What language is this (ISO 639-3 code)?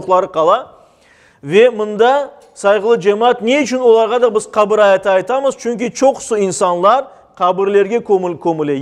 crh